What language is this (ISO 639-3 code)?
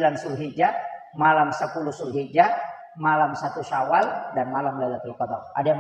bug